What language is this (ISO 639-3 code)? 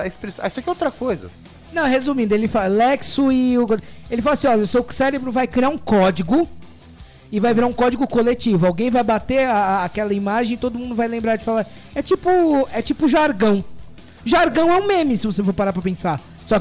por